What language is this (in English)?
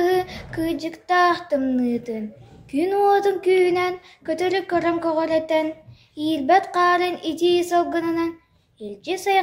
Yakut